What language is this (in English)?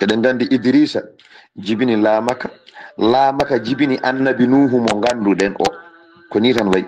Fula